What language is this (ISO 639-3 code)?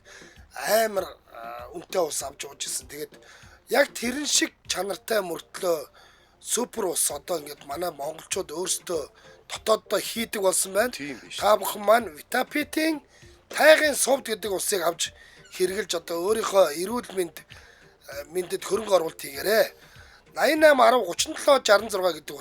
mon